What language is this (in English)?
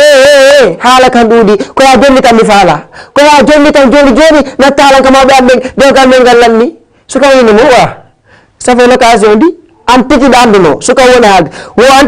Fula